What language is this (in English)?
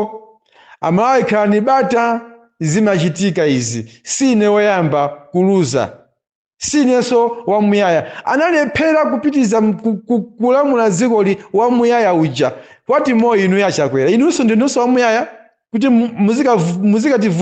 Nyanja